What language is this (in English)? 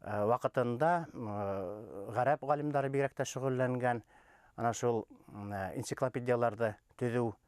Bashkir